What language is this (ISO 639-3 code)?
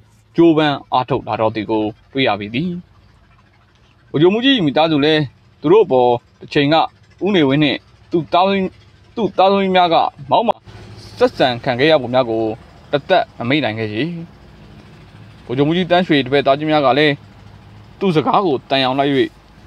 mya